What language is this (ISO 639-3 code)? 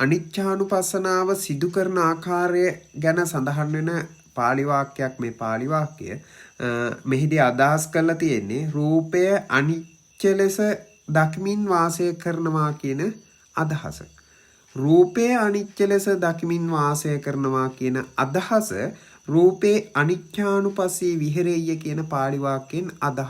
sin